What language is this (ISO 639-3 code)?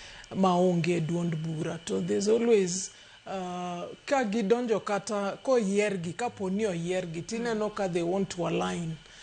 luo